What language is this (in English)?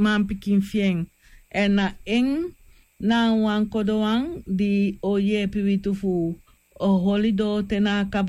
Sranan Tongo